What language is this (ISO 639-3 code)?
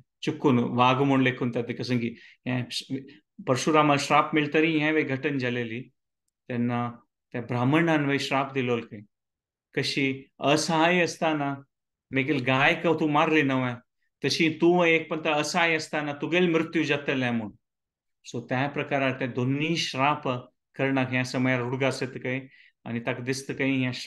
kok